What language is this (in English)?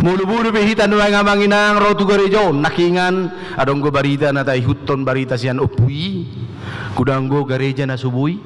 Batak Toba